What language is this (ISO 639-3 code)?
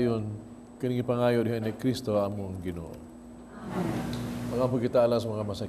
ceb